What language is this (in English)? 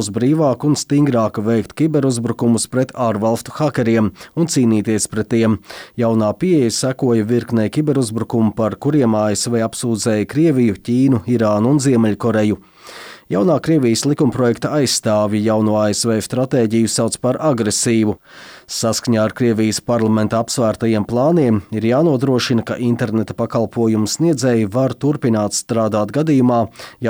Latvian